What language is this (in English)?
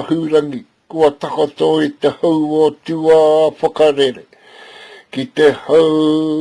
Māori